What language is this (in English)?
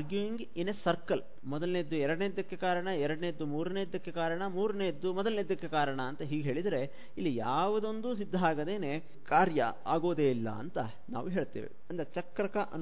Kannada